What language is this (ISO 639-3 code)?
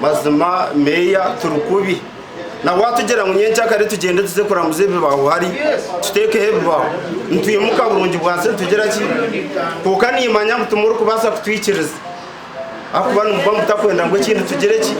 nyn